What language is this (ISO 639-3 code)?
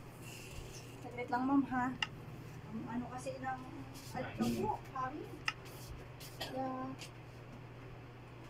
fil